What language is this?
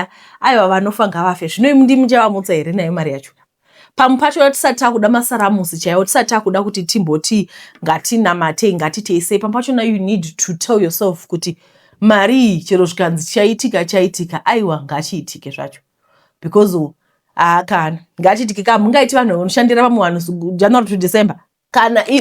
Shona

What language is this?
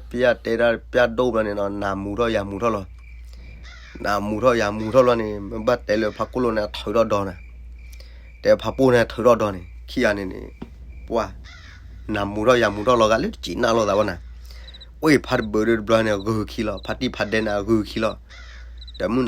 S'gaw Karen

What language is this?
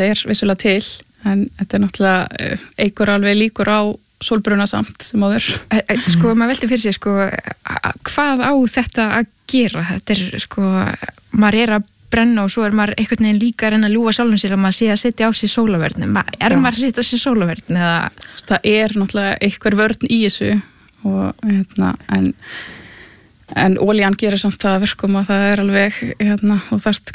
Icelandic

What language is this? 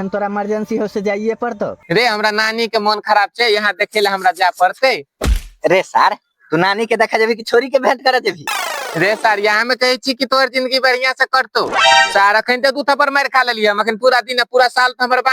Maithili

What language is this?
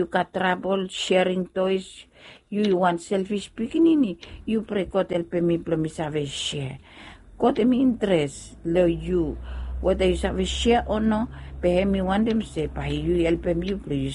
Bislama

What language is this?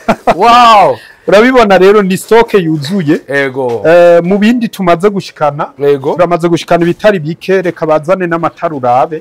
Rundi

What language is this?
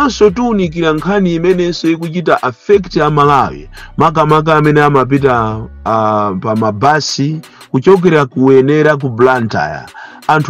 Nyanja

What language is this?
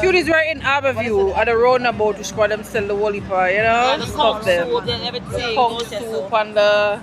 Jamaican Creole English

